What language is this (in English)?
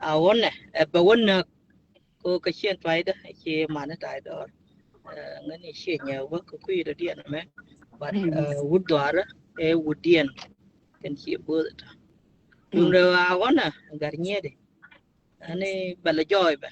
Nuer